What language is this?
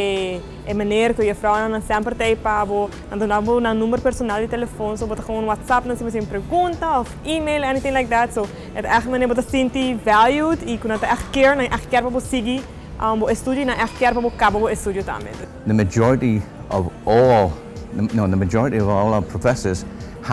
Papiamento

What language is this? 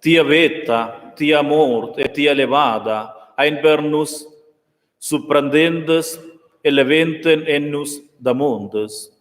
Romansh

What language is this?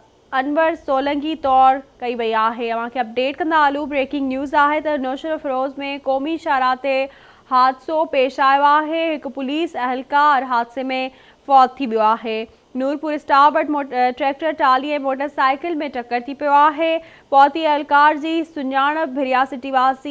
Sindhi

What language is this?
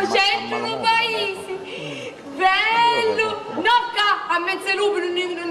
Sicilian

